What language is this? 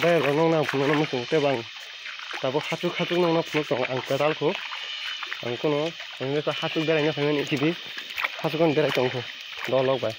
Kok Borok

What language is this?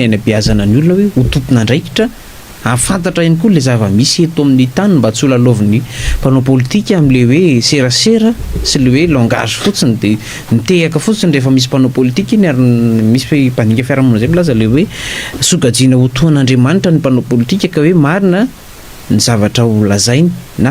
Malagasy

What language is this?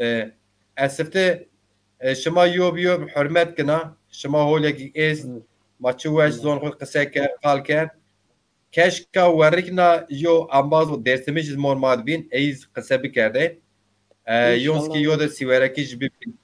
Zaza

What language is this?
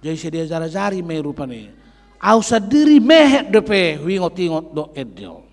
Batak Toba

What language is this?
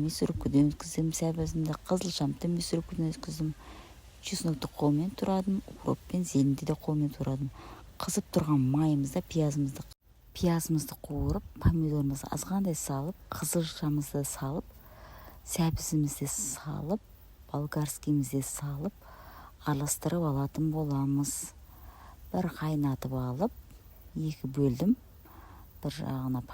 Kazakh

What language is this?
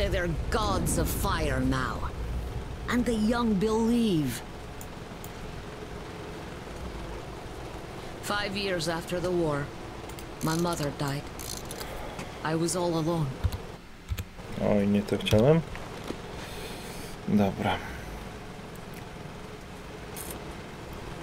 Polish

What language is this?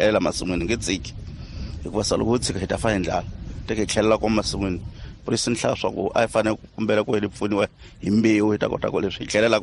Tsonga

